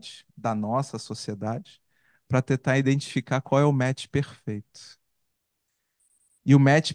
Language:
Portuguese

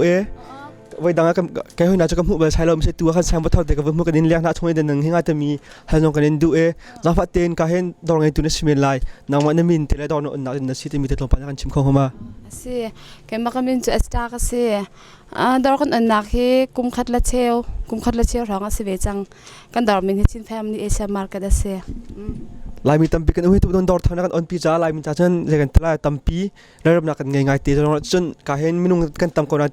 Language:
Hakha Chin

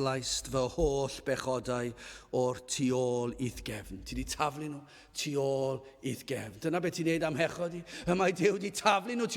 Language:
Welsh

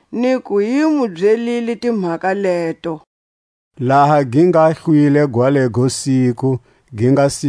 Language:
Tswa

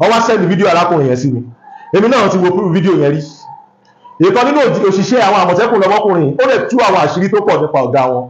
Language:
Yoruba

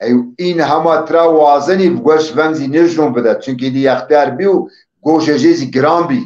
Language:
Zaza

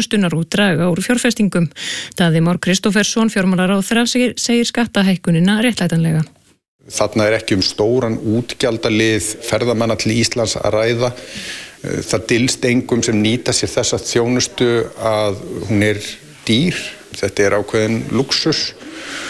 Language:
Icelandic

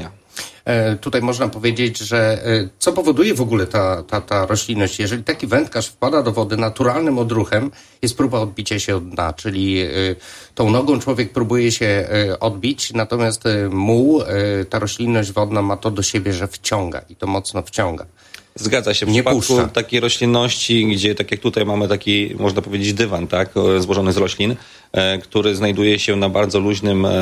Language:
Polish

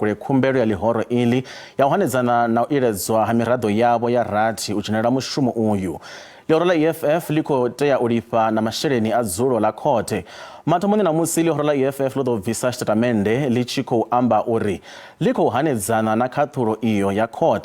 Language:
Venda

